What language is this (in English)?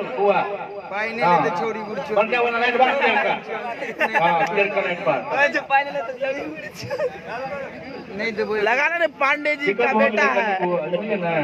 Maithili